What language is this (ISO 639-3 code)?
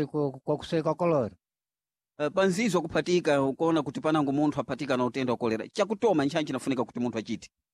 seh